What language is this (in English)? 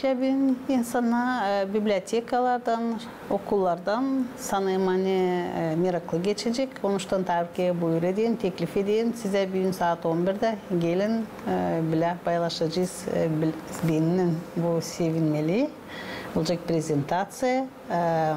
Gagauz